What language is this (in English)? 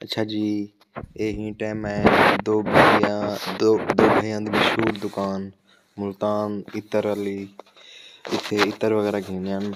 Saraiki